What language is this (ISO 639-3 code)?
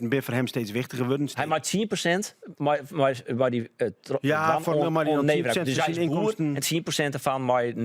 fry